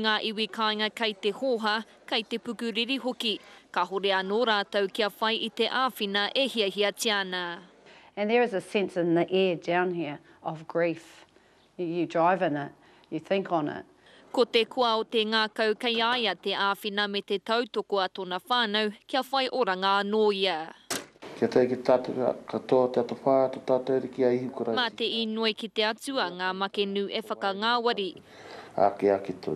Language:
Māori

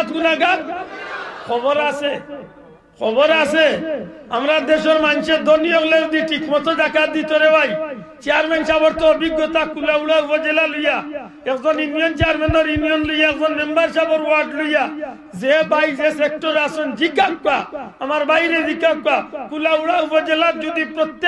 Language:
Sylheti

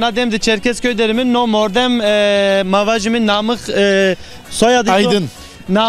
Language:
Zaza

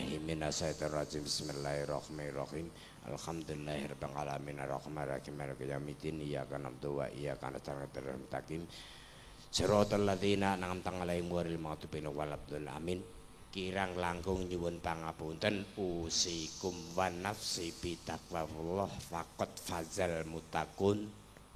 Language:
Javanese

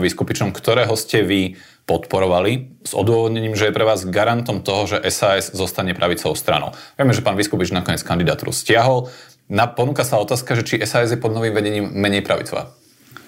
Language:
Slovak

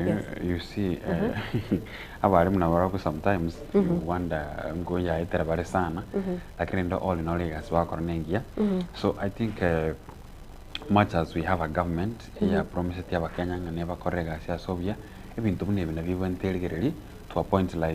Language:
Gusii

